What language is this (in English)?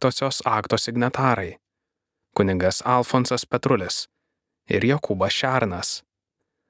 Lithuanian